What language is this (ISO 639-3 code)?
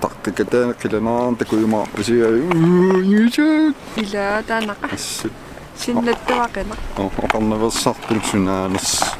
kal